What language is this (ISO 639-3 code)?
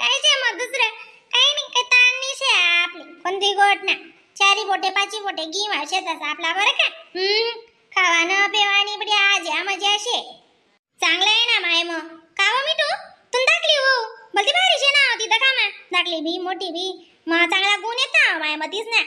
khn